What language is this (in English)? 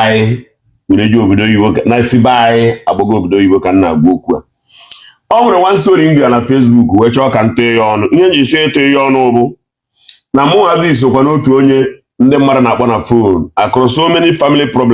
Igbo